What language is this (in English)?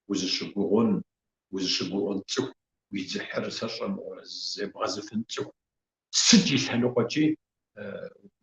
Kabardian